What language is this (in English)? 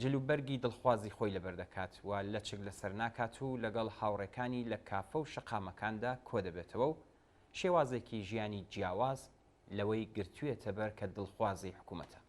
Central Kurdish